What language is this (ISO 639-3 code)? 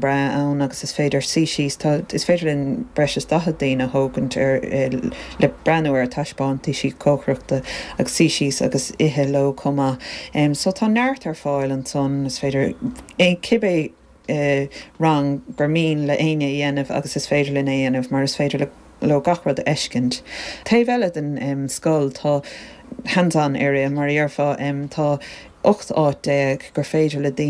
gle